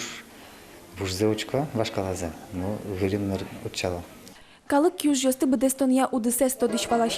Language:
Udmurt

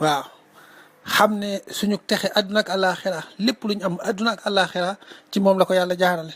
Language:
Wolof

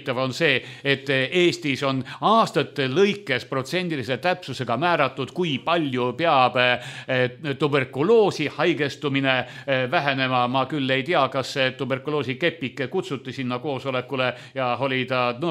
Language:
Estonian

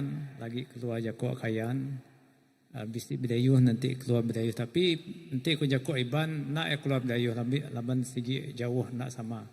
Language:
Iban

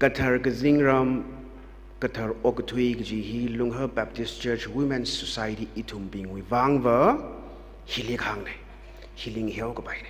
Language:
Tangkhul Naga (India)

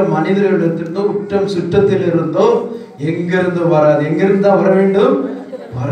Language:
Tamil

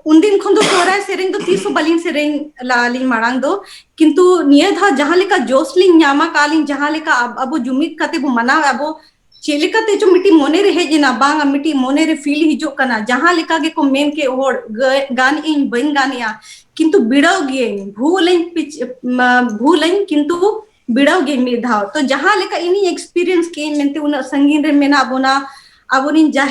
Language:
Santali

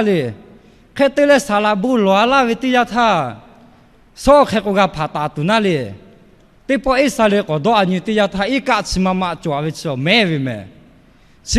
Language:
Lahu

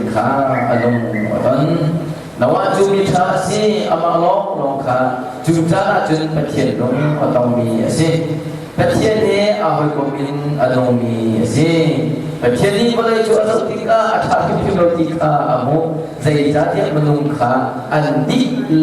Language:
Hakha Chin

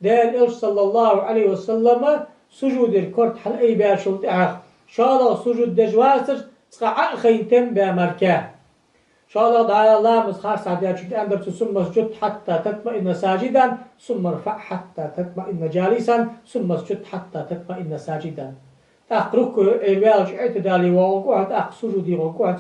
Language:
Ingush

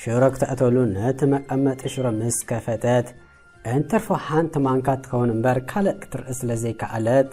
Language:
Tigrinya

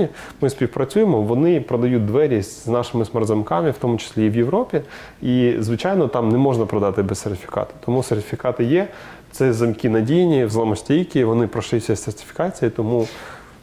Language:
Ukrainian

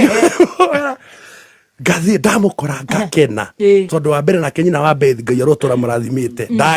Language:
Kikuyu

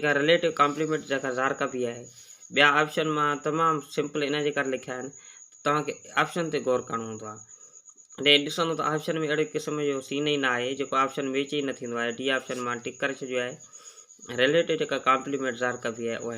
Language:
Sindhi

